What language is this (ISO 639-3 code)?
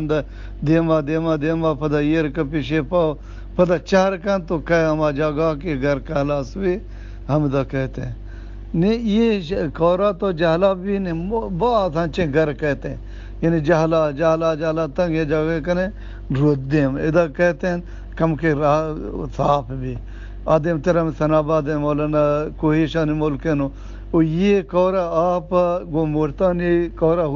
bgp